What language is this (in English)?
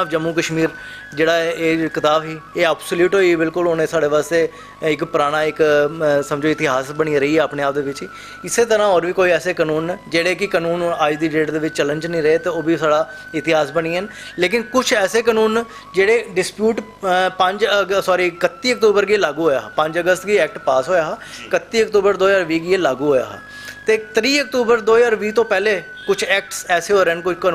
Dogri